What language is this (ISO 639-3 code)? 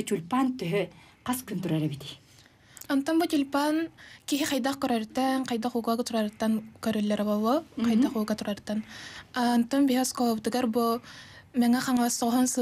sah